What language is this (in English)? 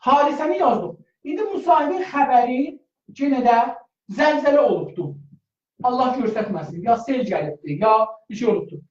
South Azerbaijani